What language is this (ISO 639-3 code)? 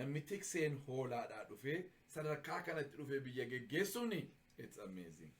orm